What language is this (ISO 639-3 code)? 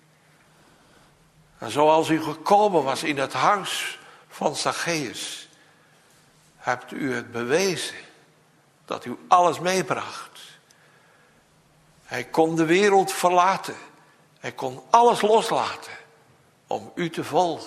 nld